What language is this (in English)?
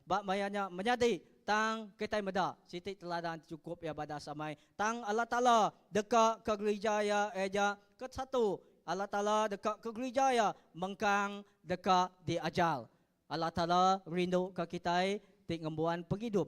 Iban